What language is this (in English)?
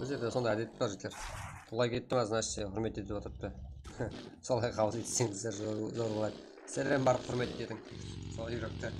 Kara-Kalpak